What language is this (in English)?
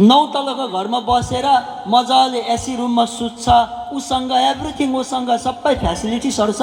Nepali